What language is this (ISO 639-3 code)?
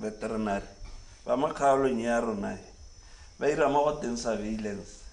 tsn